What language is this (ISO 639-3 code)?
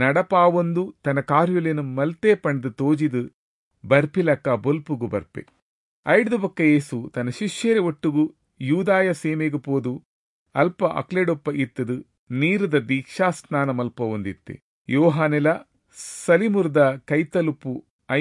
tcy